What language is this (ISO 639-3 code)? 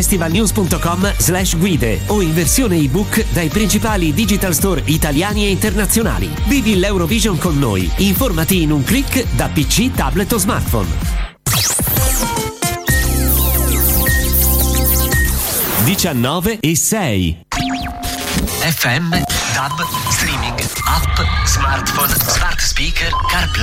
ita